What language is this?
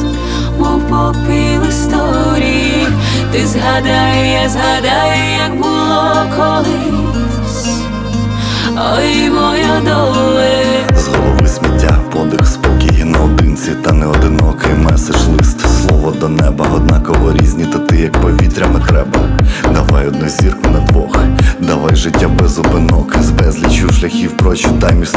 Ukrainian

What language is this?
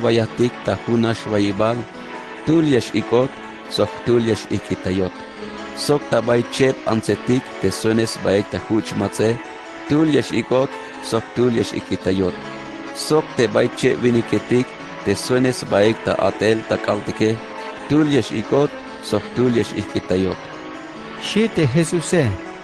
Tzeltal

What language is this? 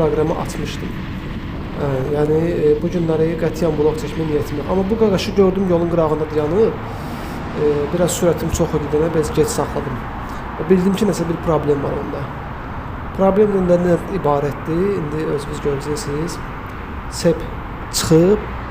Azerbaijani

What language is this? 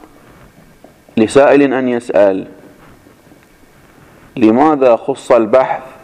Arabic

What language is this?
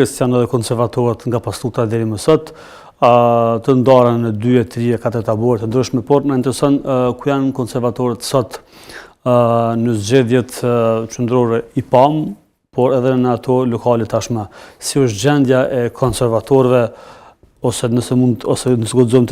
Albanian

